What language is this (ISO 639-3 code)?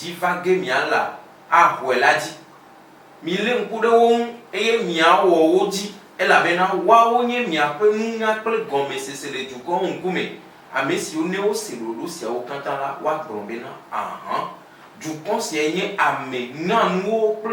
ewe